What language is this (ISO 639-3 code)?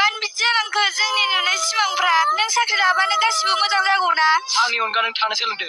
brx